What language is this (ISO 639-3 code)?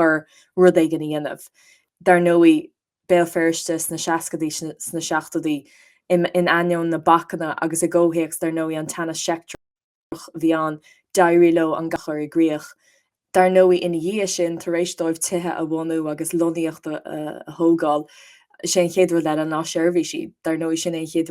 gle